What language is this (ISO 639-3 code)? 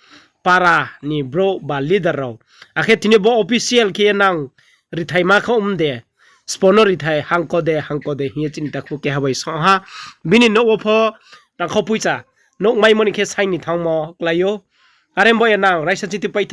ria